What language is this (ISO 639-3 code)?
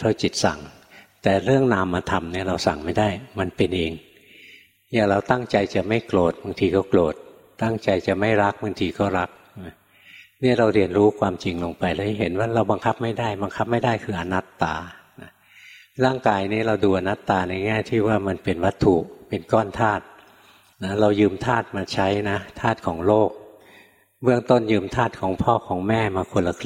tha